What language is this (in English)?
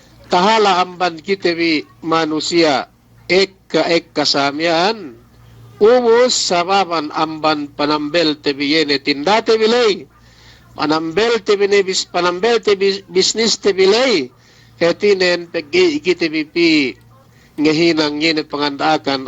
Yakan